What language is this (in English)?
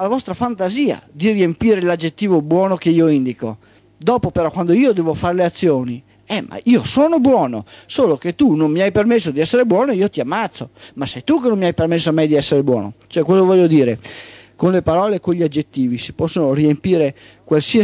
Italian